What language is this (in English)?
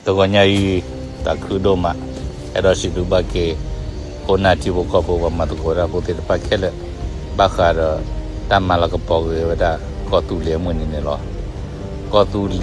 S'gaw Karen